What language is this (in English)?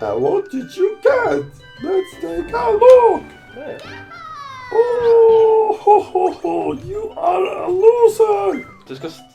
Faroese